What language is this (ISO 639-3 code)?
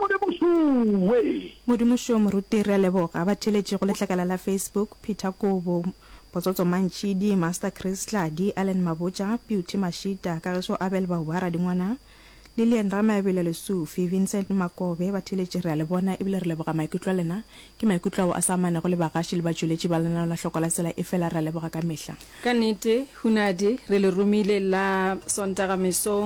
nso